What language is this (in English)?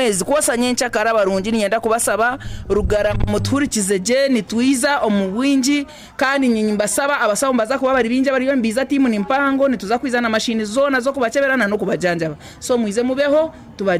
Nyankole